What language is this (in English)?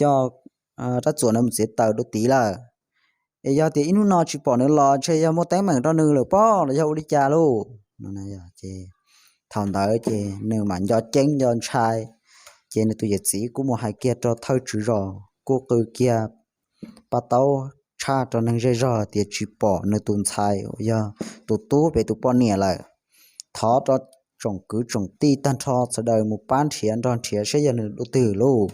Hmong